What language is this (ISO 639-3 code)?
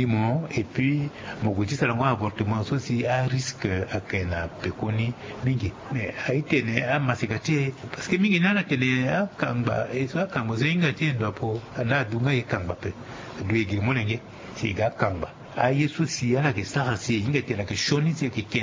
sag